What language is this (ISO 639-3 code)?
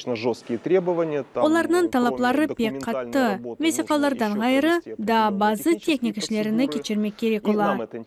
crh